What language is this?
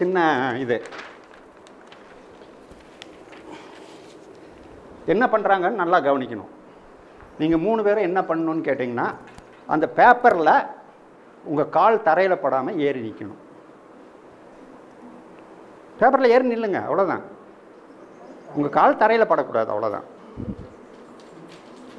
Tamil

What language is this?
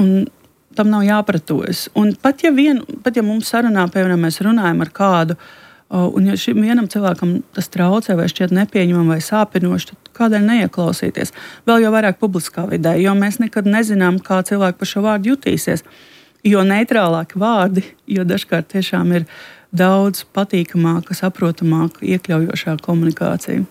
Latvian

